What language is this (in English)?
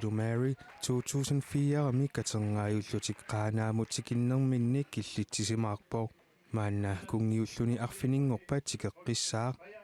Kalaallisut